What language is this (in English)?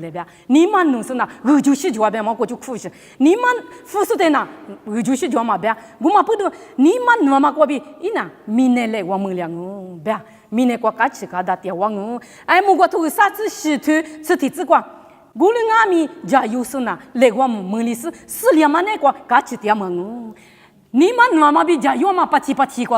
Lisu